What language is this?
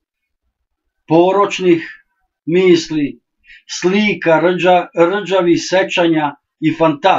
Serbian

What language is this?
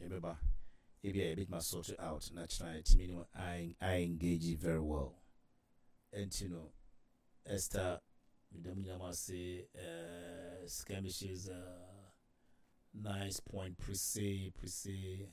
Akan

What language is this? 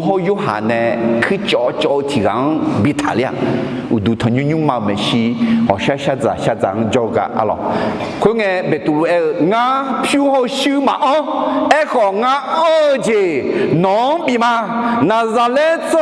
Akha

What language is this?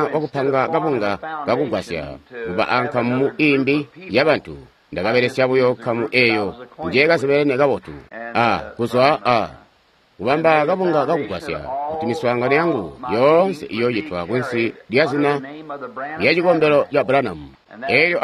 Tonga (Zambia)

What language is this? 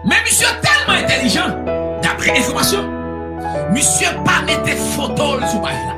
Haitian Creole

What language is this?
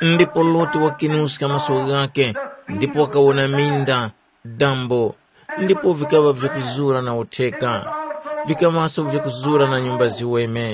Tumbuka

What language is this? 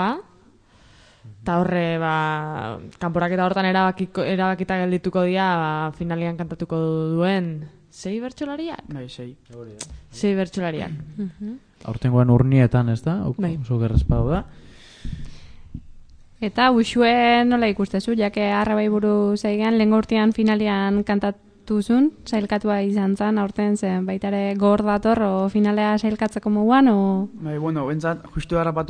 Basque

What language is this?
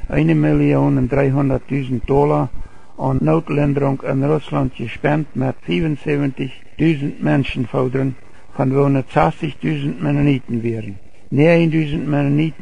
Plautdietsch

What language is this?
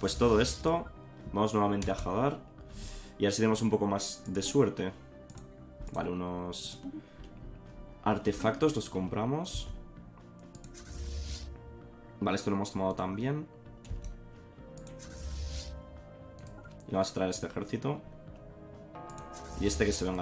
Spanish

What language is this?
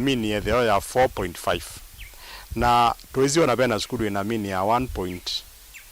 Kamba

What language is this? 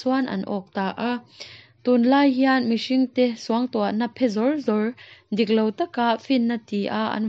Mizo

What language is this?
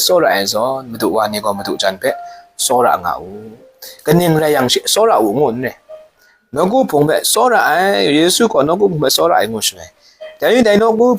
Kachin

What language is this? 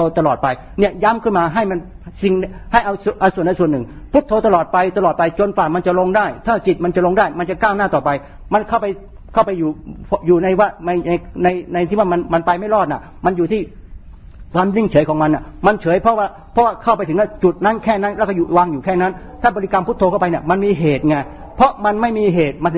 Thai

